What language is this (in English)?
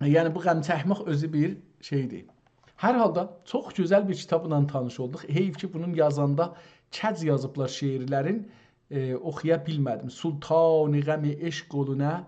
South Azerbaijani